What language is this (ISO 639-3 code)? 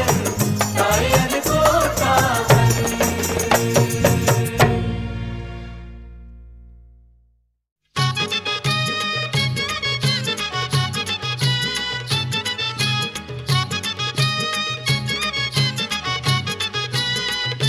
mar